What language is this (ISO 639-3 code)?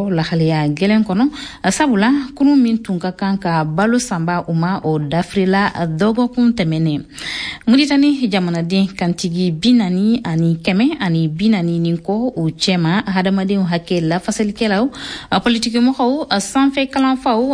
bam